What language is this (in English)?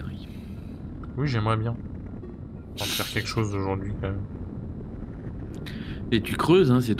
French